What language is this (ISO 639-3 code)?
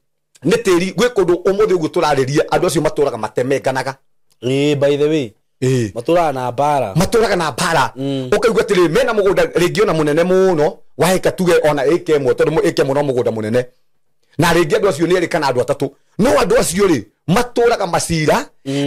kik